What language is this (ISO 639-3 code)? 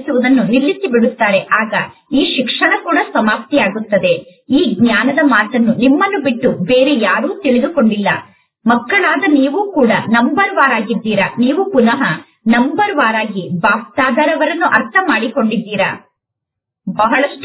kan